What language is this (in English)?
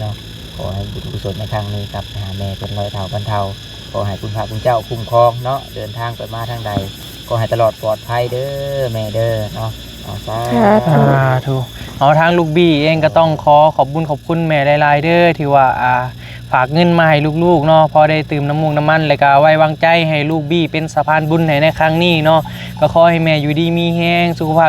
Northeastern Thai